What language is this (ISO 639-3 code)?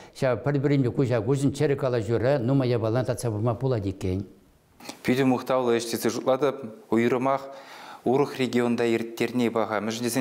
chv